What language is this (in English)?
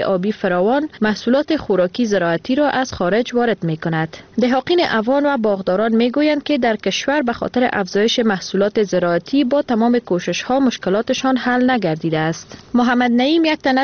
Persian